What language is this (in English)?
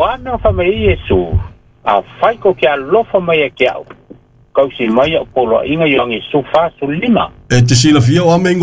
Samoan